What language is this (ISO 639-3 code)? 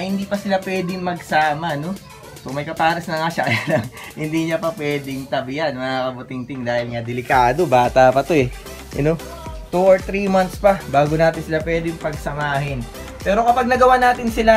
fil